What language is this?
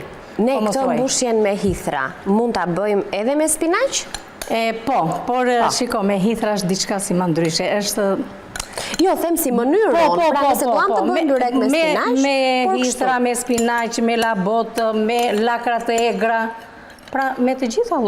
Albanian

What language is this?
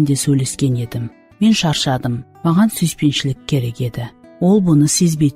Kara-Kalpak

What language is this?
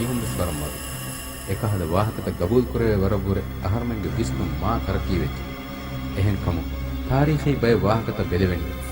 Divehi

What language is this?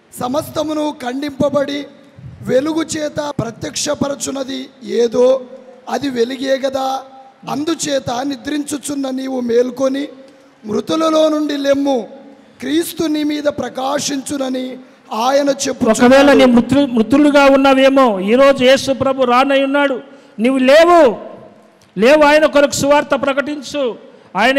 Telugu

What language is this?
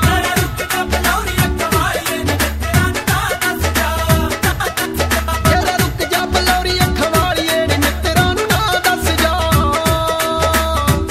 Punjabi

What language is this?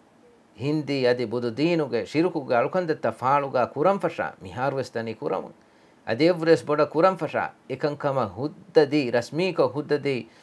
Divehi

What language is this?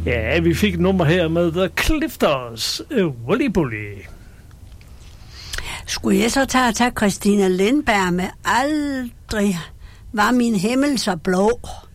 Danish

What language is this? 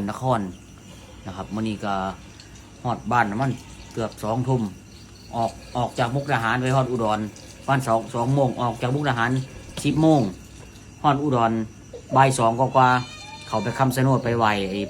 Lao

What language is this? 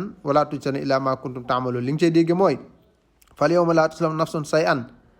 Wolof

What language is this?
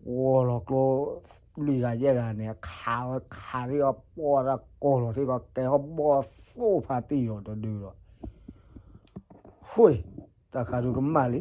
S'gaw Karen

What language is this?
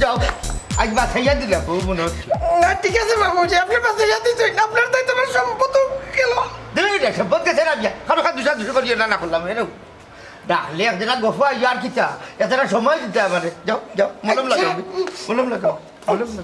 Sylheti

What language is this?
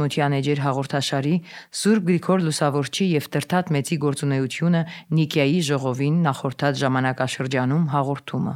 Armenian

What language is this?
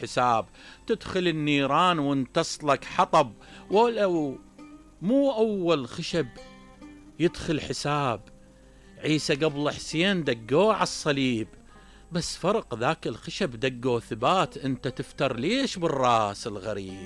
Mesopotamian Arabic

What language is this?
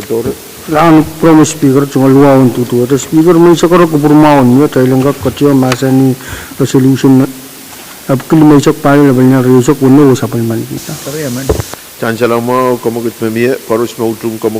Pohnpeian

